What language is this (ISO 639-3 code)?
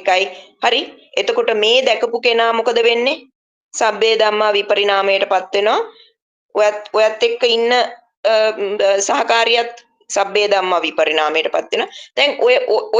sin